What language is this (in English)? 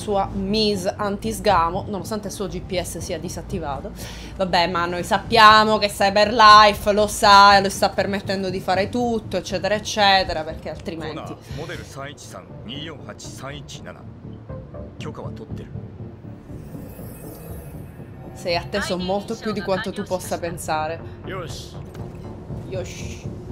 Italian